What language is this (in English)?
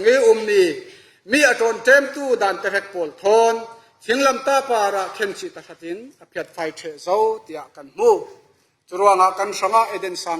Falam Chin